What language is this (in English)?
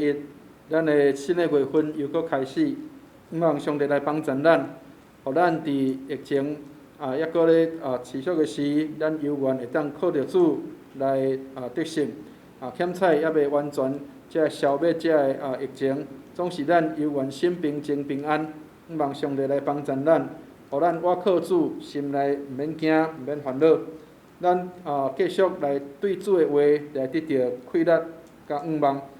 Min Nan Chinese